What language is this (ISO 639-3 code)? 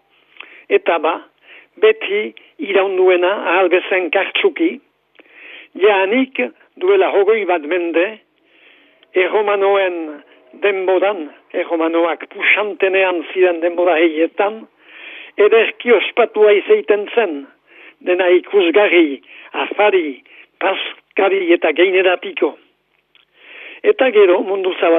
eus